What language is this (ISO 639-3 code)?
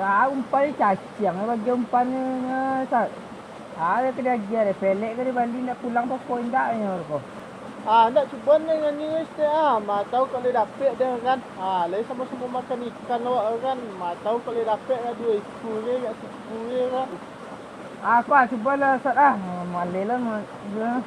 min